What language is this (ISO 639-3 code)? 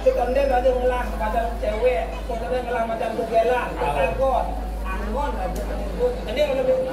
ban